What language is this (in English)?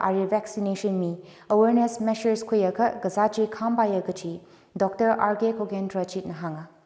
Tangkhul Naga (India)